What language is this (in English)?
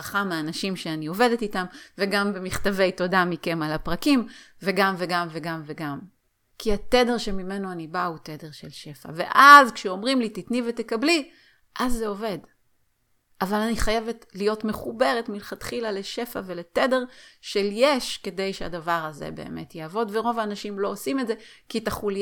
Hebrew